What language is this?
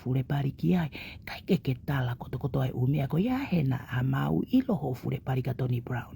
Tongan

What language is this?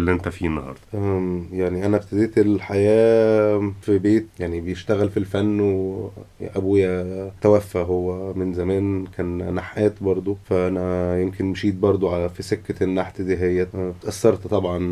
Egyptian Arabic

